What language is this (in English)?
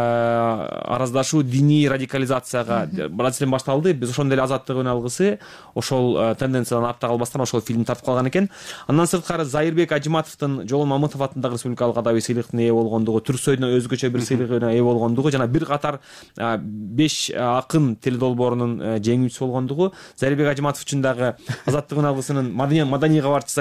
Kyrgyz